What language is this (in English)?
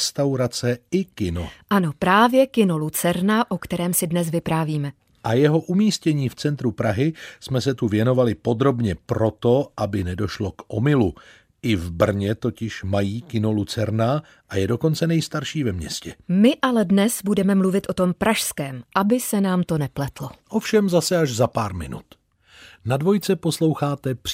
Czech